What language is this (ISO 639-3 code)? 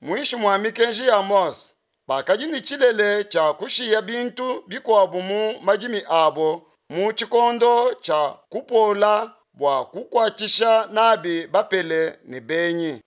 lua